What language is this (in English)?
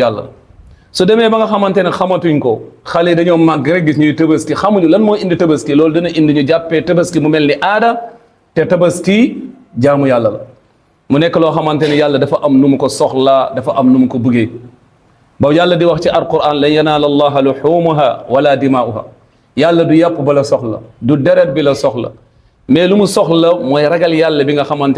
Wolof